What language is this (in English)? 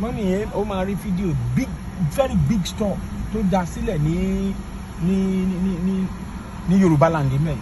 Yoruba